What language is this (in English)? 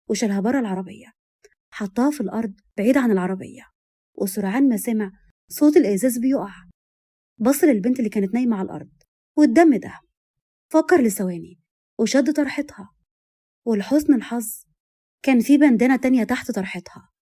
Egyptian Arabic